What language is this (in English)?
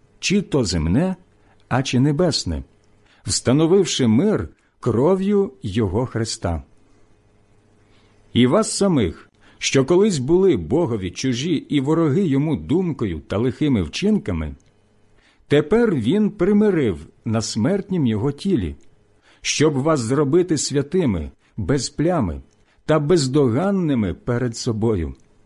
Ukrainian